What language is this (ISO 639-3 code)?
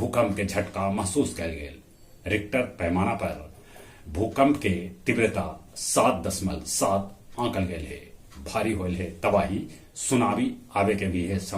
mag